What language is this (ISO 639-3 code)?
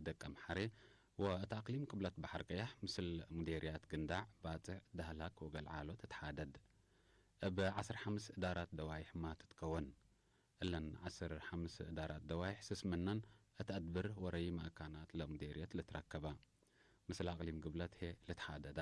tig